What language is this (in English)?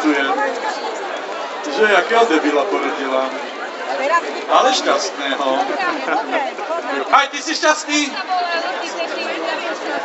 Slovak